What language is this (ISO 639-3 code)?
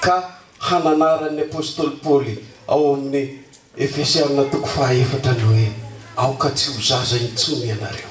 mlg